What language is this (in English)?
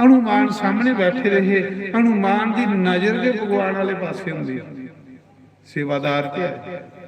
Dogri